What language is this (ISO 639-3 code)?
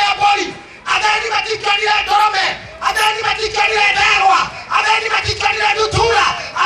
kik